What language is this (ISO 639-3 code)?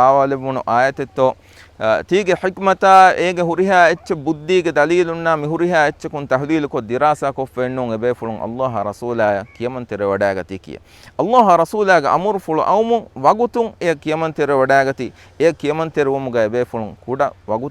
div